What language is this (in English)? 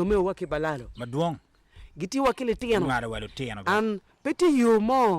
Acoli